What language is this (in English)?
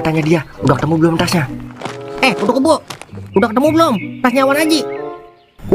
Betawi